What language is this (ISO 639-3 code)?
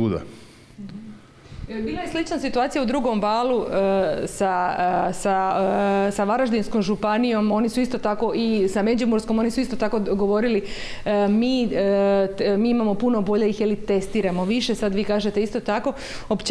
hrv